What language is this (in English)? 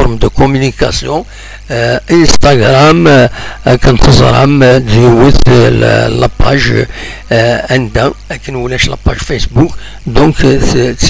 Kabyle